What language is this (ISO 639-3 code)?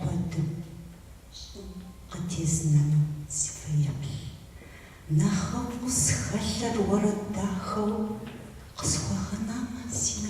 kbd